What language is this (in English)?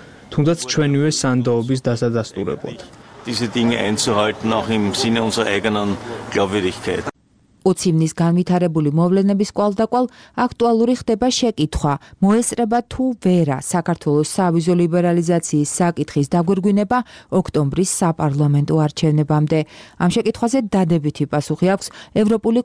Georgian